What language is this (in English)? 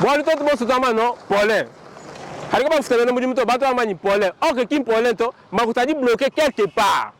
Luba-Lulua